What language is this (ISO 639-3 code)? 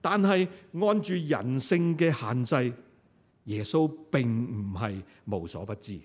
yue